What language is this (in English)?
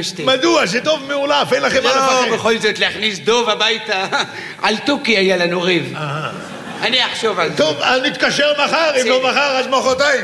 Hebrew